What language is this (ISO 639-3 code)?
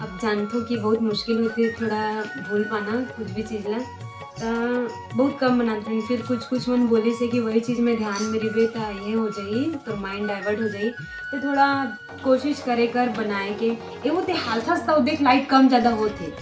hne